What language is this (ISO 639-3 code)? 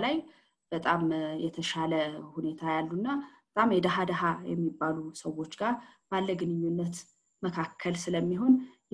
amh